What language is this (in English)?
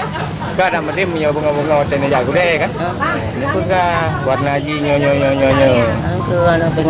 Achinese